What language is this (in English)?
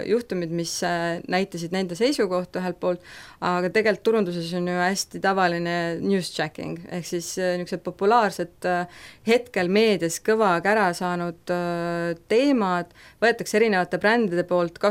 Estonian